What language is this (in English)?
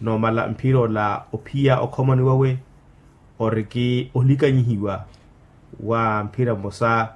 Makhuwa